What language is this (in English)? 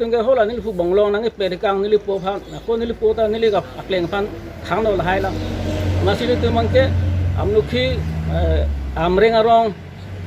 Karbi